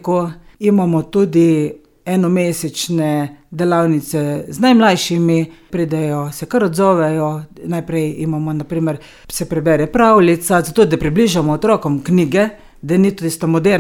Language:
Slovenian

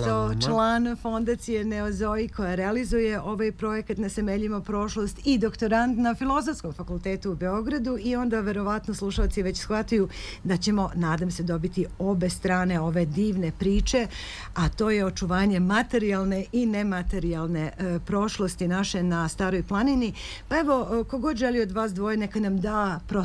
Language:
Serbian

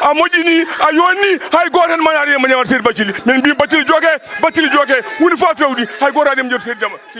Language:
Fula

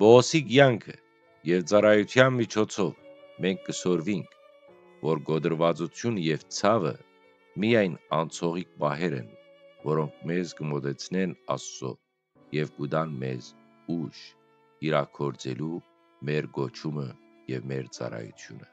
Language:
Western Armenian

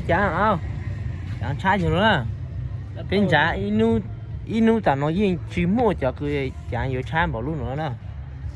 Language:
Hmong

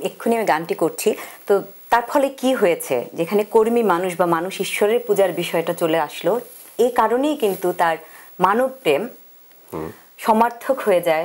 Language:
Bangla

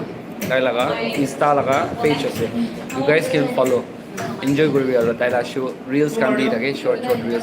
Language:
Naga Pidgin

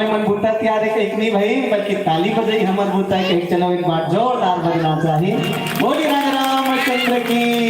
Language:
Chhattisgarhi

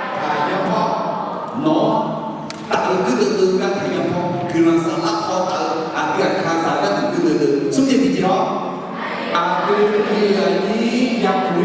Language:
Akha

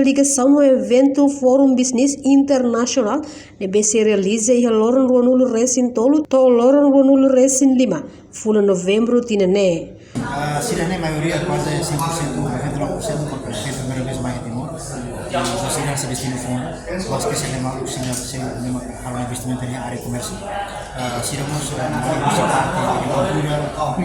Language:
Tetum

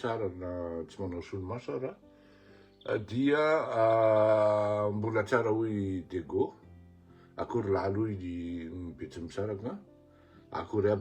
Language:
Malagasy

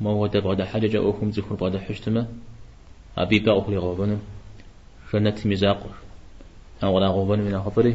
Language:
Kabardian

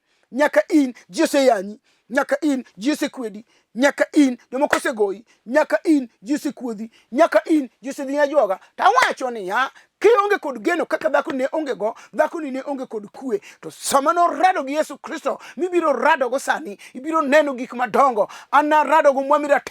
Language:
Luo (Kenya and Tanzania)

